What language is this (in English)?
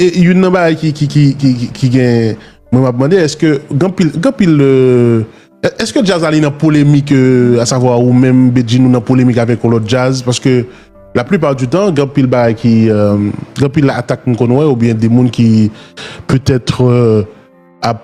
Haitian Creole